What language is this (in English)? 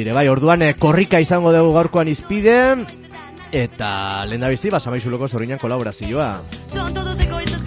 Basque